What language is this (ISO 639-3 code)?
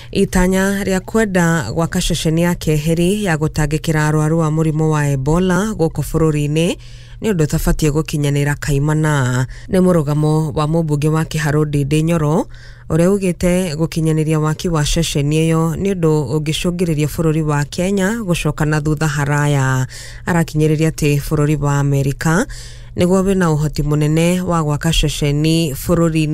kik